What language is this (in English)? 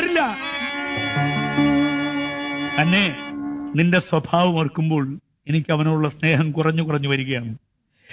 Malayalam